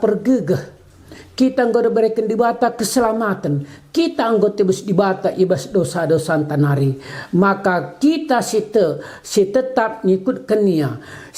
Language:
Batak Karo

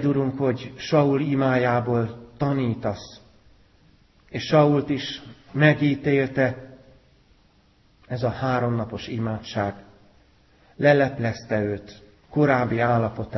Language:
Hungarian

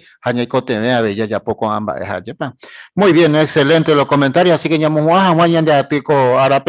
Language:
Guarani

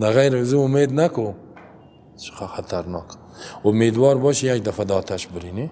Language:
Persian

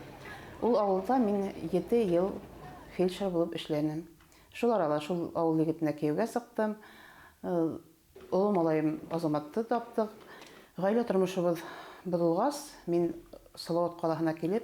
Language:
Bashkir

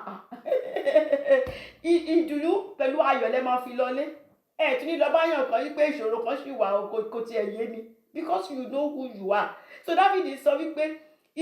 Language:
Yoruba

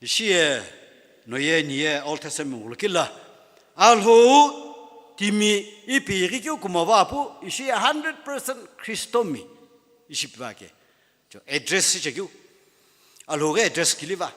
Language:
Sumi Naga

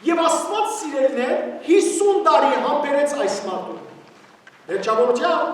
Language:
Western Armenian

